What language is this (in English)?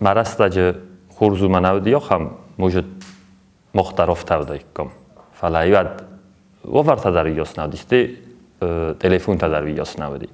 Ossetic